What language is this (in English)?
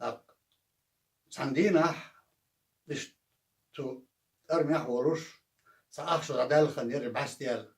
Chechen